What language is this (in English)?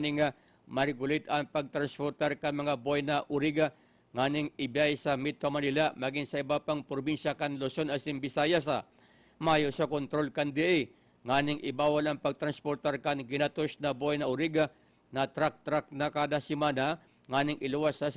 Bikol